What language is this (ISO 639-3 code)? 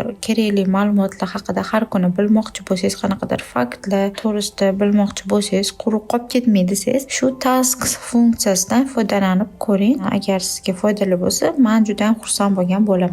uzb